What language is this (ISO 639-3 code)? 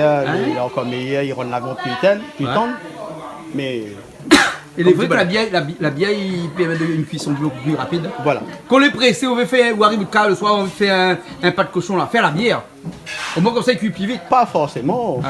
rcf